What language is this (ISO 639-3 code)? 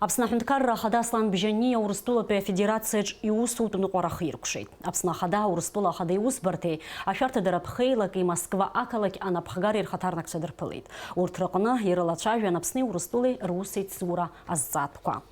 abk